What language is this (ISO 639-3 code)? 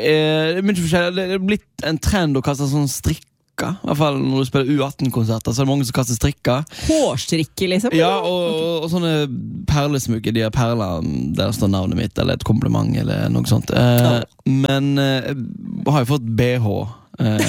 nor